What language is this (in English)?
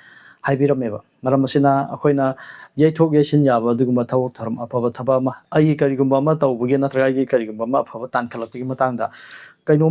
Manipuri